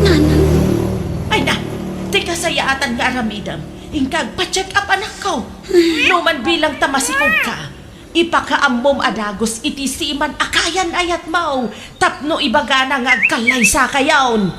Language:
Iloko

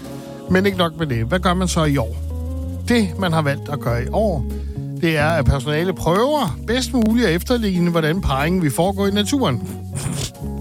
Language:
Danish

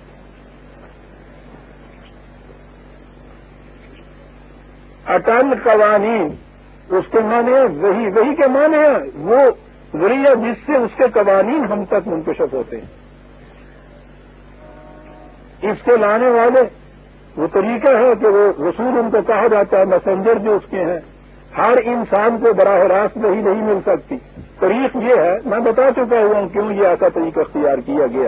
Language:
Urdu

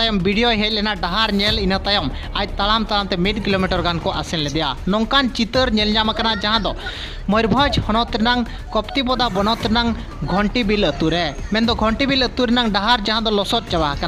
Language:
Santali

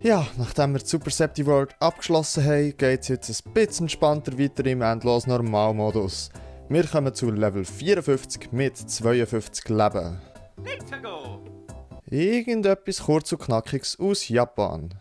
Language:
Swiss German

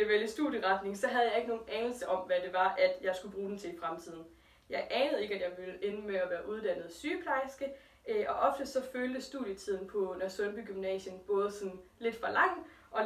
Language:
Danish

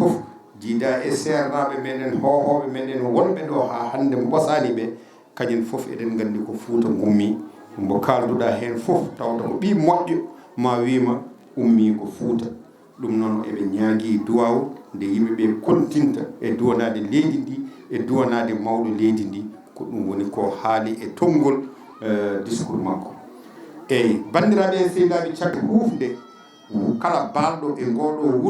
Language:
Fula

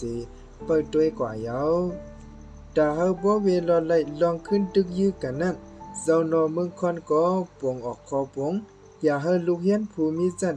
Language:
Shan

